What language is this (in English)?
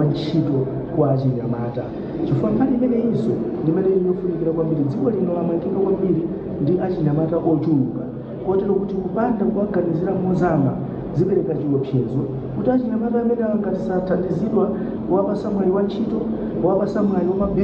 Nyanja